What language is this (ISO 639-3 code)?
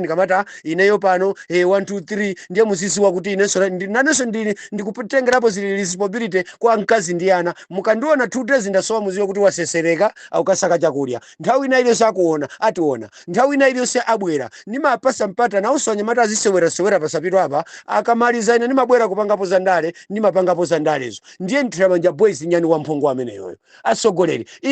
nya